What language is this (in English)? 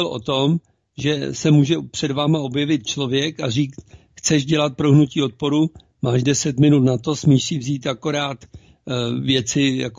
Czech